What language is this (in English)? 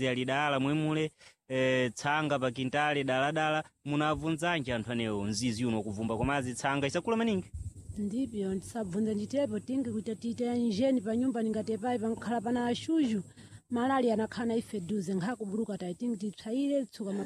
Sena